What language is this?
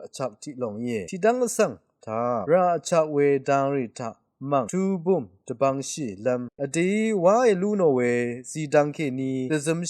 Rawang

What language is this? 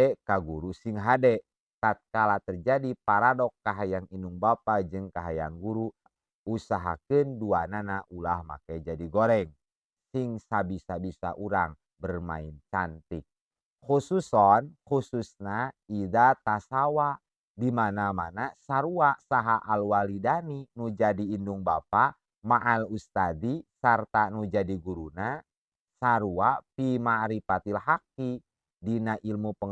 Sundanese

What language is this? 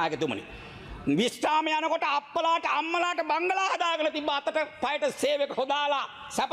Sinhala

